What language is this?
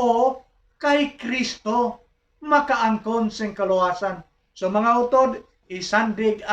Hiligaynon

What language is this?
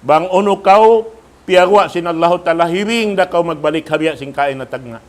Tausug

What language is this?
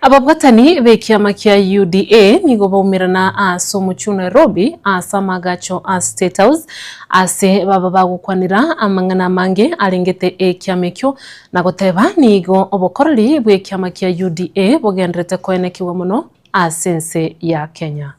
Gusii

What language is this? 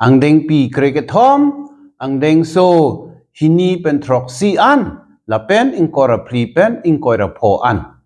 Karbi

